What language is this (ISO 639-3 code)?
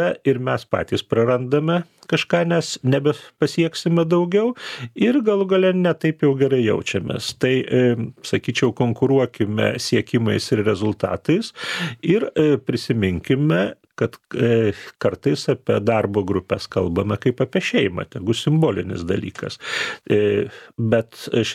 lit